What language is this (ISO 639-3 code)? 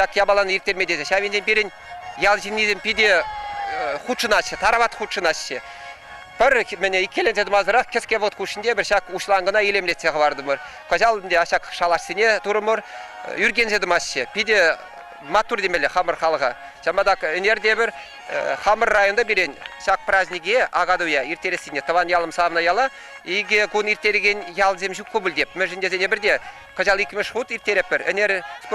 chv